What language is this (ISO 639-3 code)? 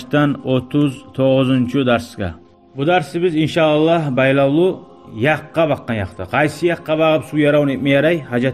kum